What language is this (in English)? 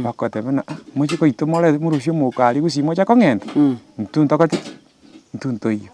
Gusii